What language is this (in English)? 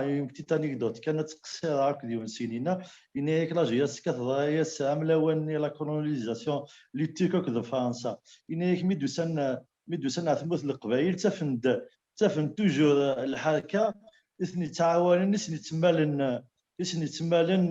Kabyle